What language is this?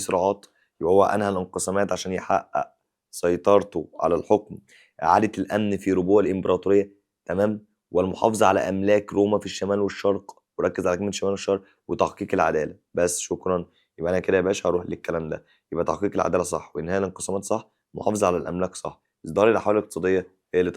Egyptian Arabic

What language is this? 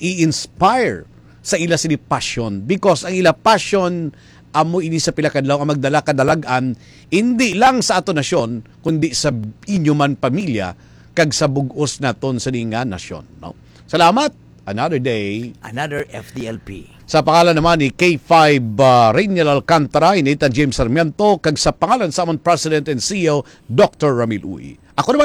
Hiligaynon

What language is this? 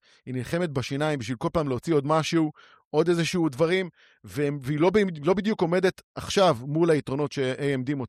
Hebrew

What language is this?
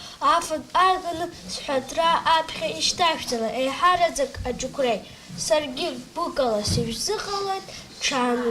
Abkhazian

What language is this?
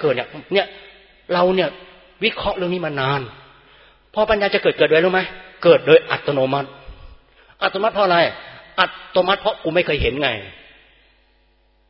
Thai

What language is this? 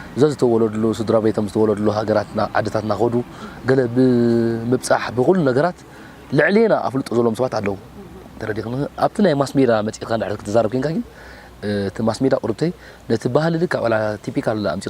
Tigrinya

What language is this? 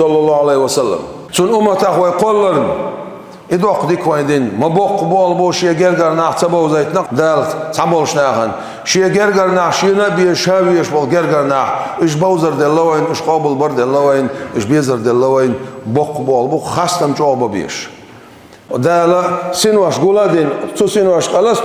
Chechen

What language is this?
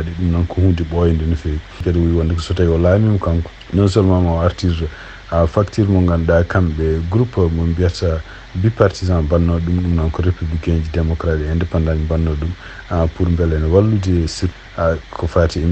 Fula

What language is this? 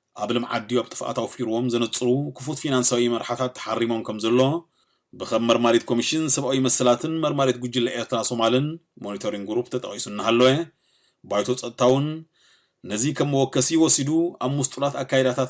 Tigrinya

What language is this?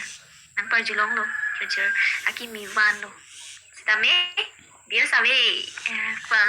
Karbi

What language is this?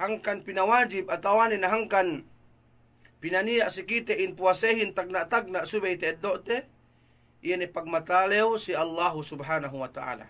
Yakan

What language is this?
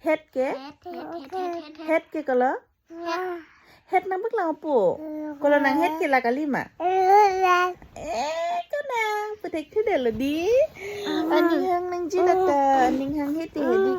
Karbi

